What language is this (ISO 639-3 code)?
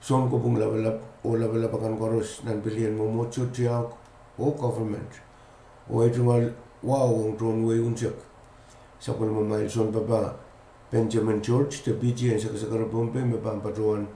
pon